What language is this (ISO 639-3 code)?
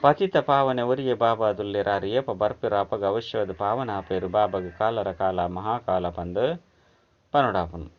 tcy